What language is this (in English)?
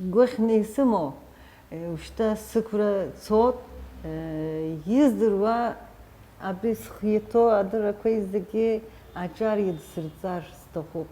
Abkhazian